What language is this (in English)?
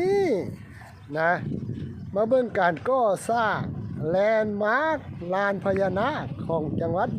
Lao